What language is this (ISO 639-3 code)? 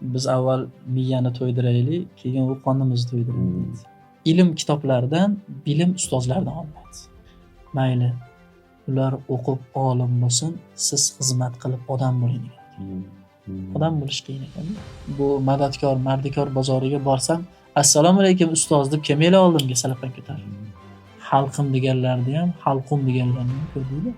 uzb